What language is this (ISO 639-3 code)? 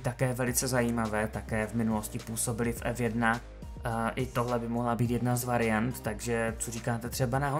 ces